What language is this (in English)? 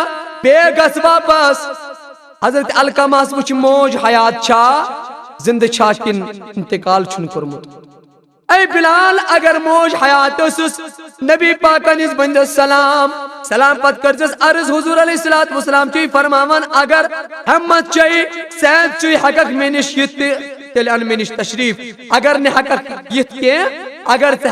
Kashmiri